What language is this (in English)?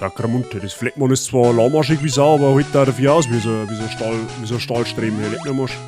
Bavarian